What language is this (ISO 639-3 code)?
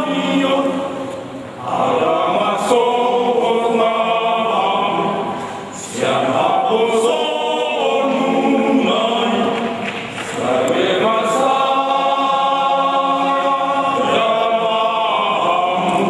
bbc